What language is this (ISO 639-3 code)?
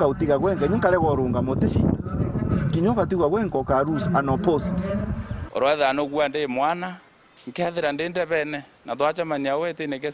mer